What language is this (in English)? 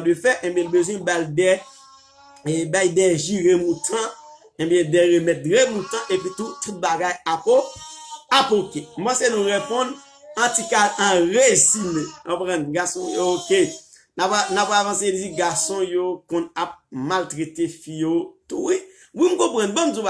Haitian Creole